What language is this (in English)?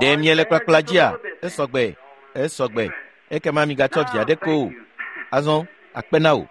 Ewe